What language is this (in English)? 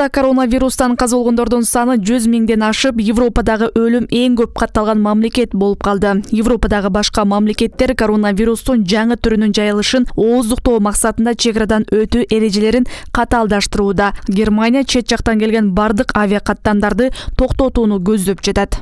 Kyrgyz